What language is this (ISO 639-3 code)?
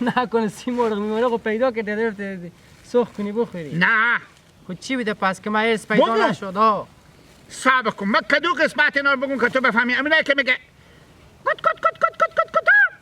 haz